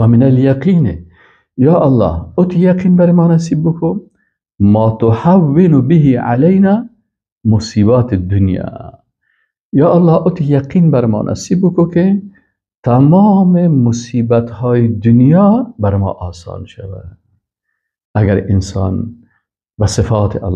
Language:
Persian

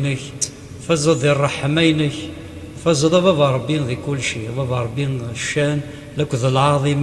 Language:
Kabyle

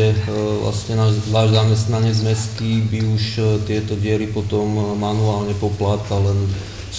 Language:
Slovak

